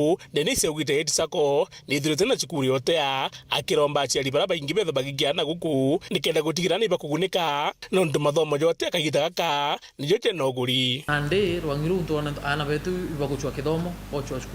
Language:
Meru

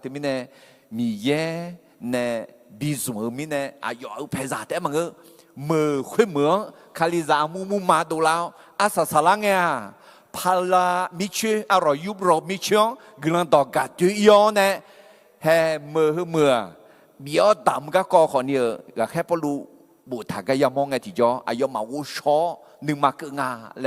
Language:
Akha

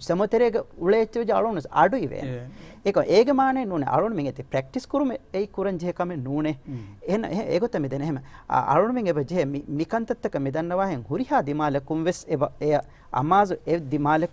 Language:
Divehi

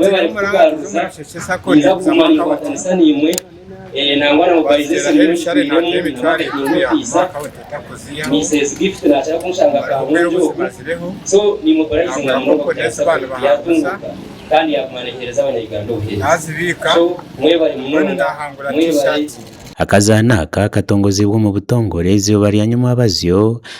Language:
Nyankole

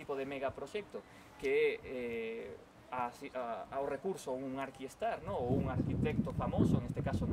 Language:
Galician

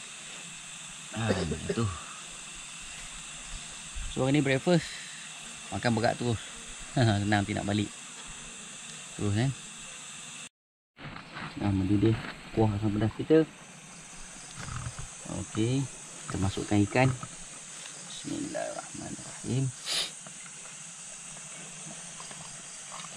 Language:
Malay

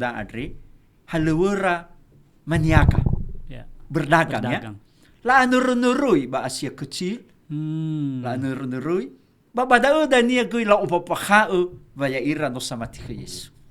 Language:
Nias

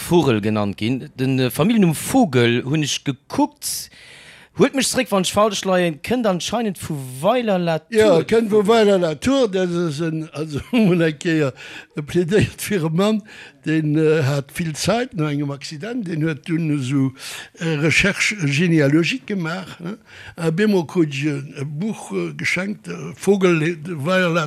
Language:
Luxembourgish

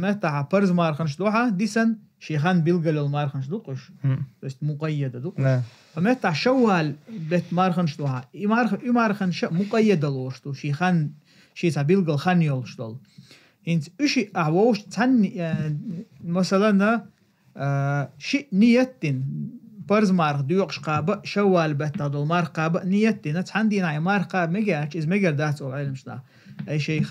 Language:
Chechen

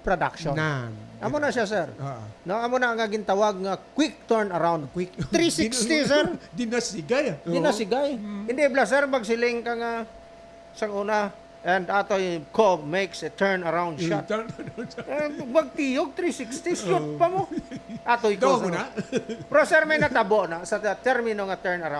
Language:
Hiligaynon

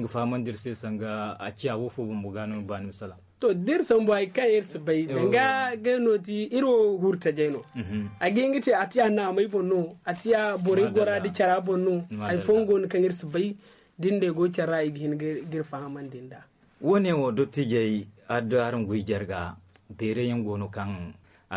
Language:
Zarma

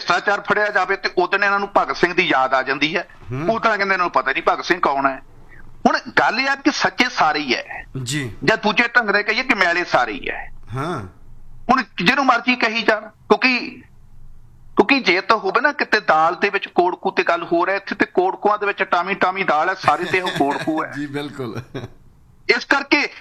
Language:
Punjabi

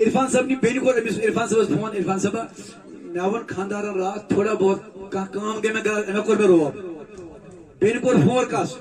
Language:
Kashmiri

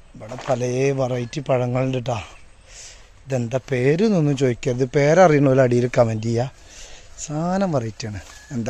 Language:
Malayalam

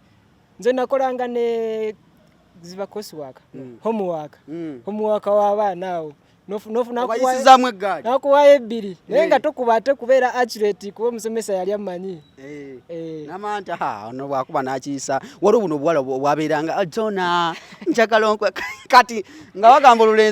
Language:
Ganda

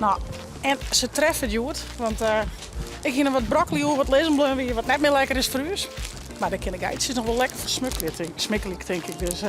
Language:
Western Frisian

